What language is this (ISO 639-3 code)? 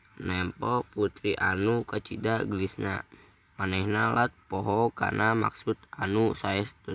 sun